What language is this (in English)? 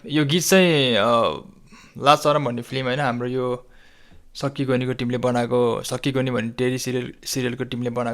Nepali